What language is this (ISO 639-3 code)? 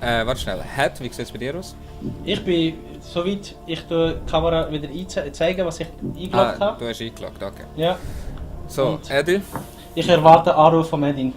gsw